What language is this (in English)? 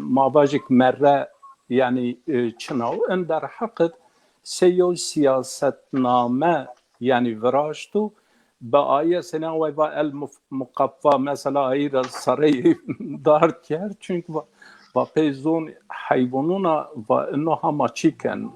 Zaza